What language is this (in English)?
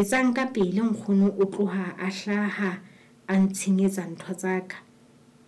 Southern Sotho